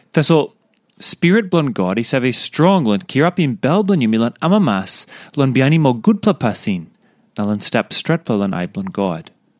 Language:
Tok Pisin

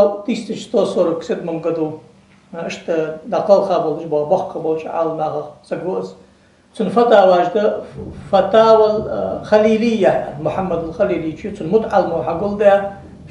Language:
Ingush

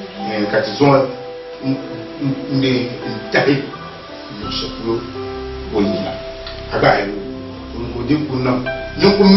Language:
Dagbani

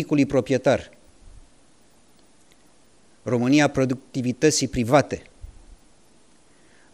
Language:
Romanian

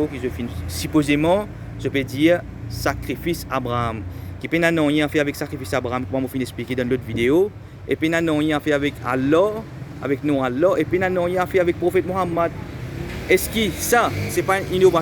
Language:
Morisyen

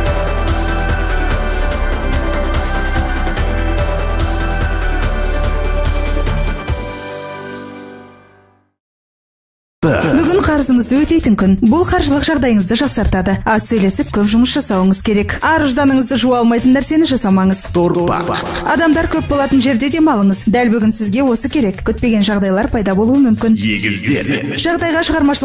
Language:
Kazakh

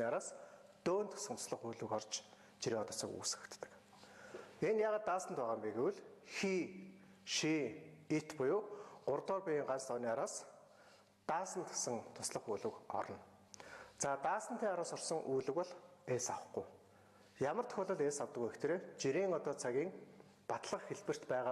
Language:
Mongolian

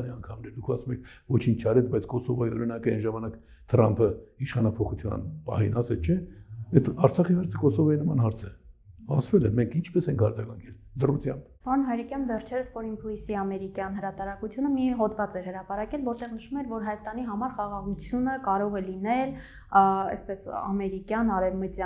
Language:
Armenian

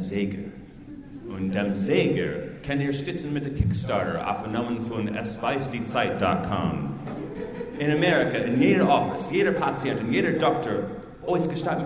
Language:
Yiddish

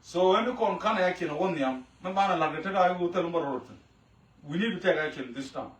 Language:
Nuer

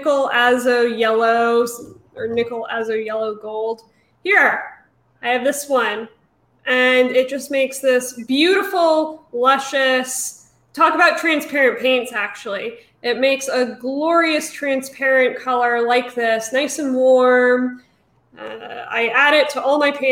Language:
English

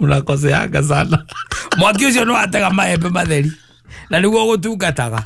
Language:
Kikuyu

